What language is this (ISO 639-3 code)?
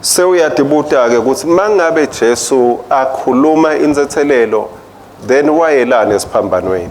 ssw